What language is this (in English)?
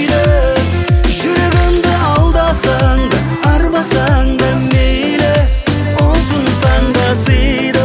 Kazakh